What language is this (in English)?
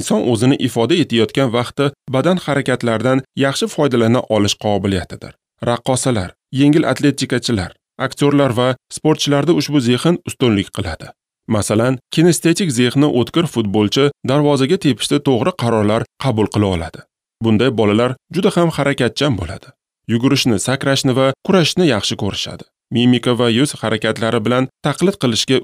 Uzbek